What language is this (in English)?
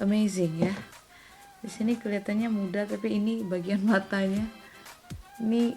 Manado Malay